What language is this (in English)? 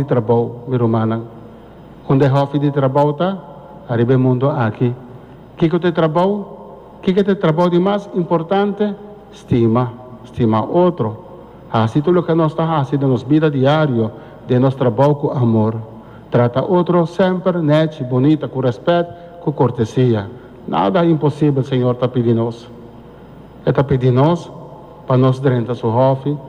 Papiamento